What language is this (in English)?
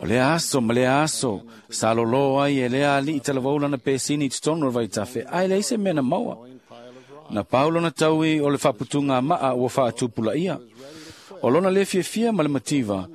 Samoan